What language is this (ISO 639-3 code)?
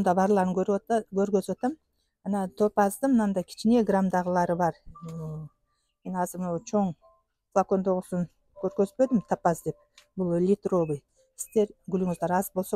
kir